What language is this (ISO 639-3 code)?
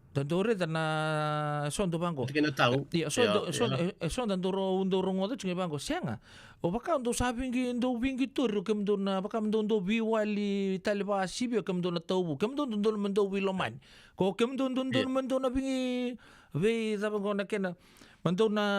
fij